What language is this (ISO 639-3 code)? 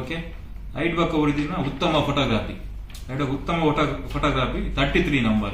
tcy